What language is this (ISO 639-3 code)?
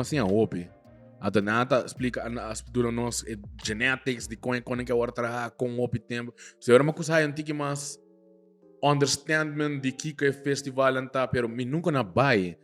pap